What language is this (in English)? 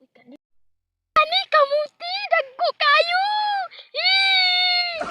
Cebuano